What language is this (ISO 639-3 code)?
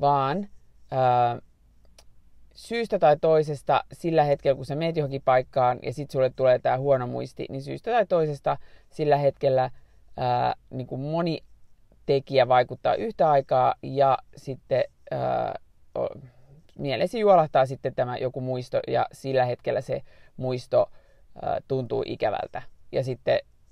fin